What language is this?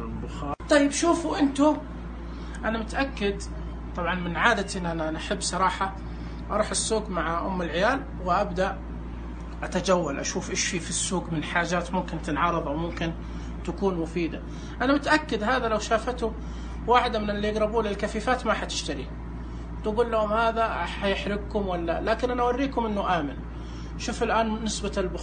Najdi Arabic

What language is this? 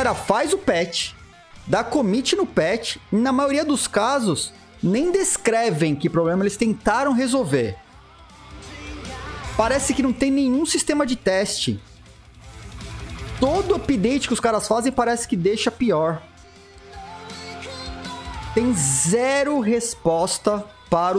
Portuguese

